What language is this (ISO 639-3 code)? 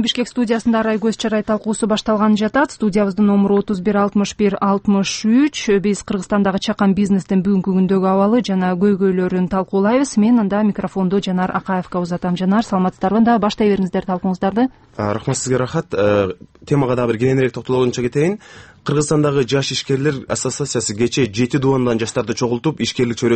kir